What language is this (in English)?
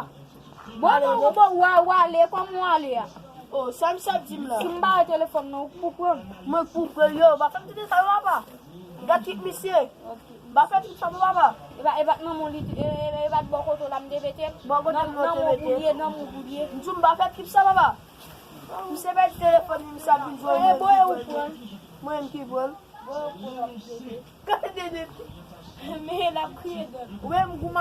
Haitian Creole